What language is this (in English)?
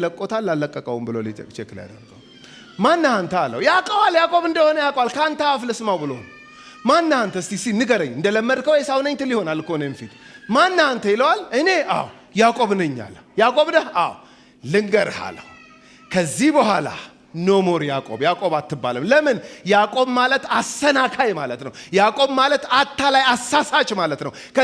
Amharic